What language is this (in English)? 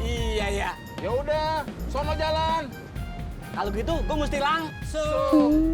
Betawi